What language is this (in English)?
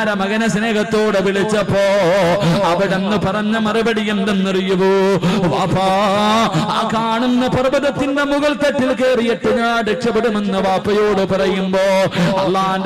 Malayalam